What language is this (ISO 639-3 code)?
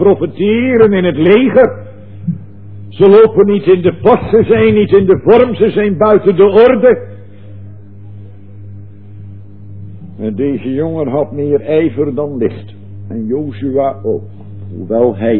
nld